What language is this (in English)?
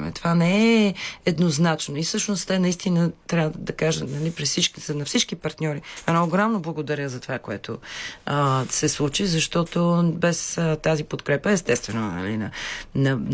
Bulgarian